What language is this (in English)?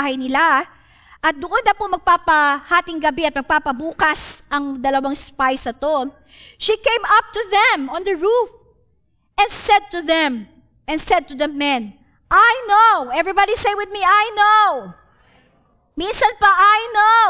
Filipino